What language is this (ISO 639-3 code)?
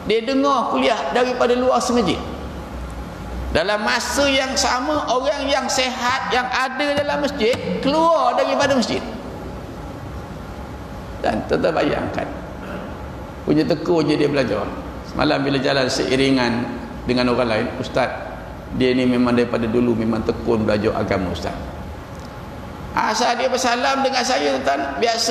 msa